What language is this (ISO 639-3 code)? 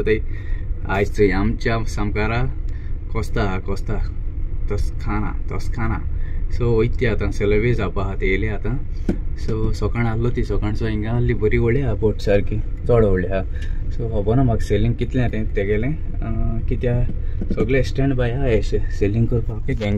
kok